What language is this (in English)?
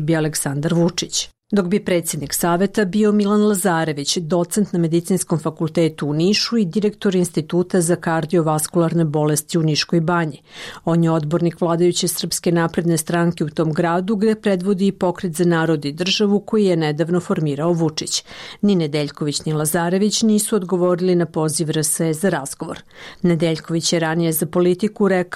Serbian